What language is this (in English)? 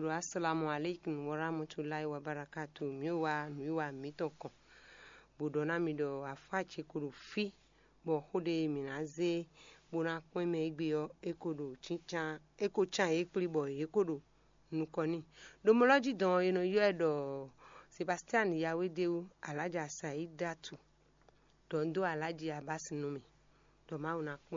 Fon